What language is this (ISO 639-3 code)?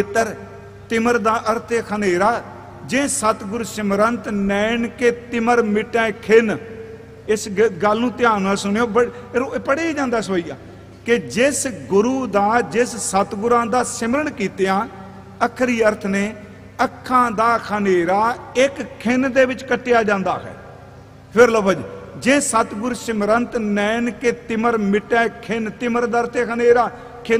pan